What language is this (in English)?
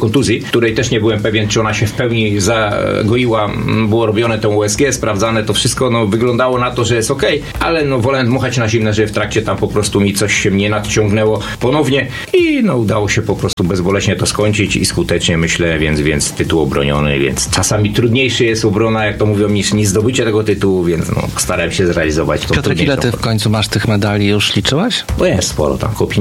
Polish